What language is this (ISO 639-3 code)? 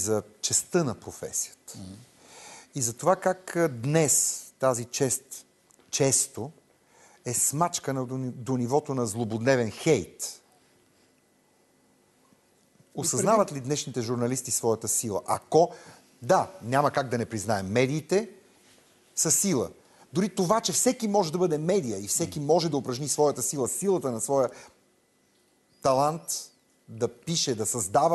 bul